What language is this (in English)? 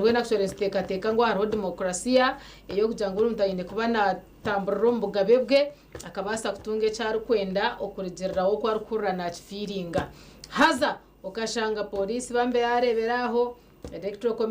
Nyankole